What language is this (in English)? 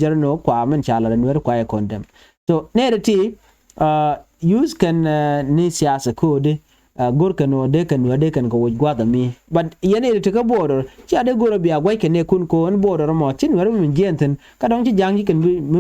Nuer